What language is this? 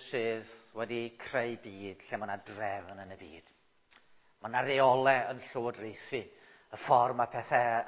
Welsh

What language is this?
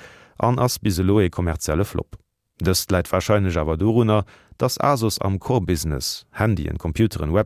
Luxembourgish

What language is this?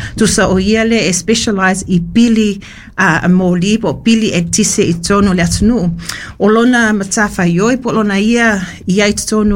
Samoan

